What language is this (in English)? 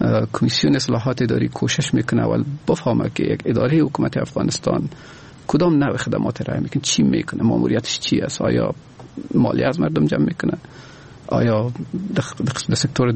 Persian